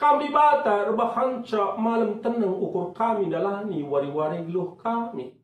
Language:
Batak Karo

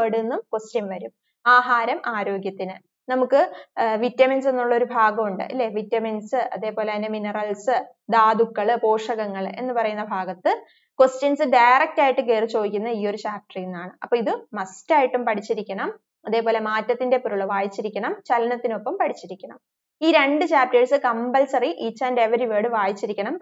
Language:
Malayalam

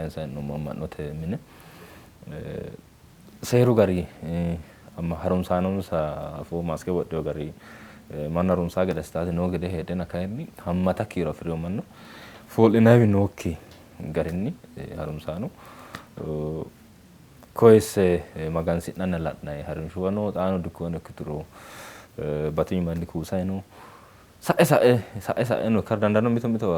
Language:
Sidamo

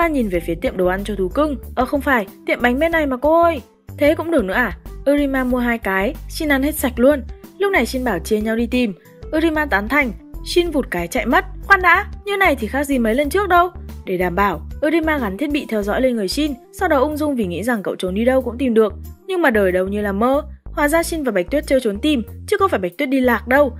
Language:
Vietnamese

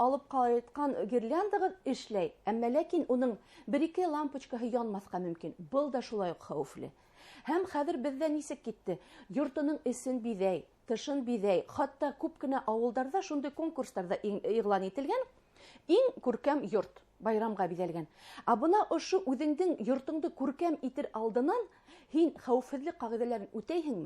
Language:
Bashkir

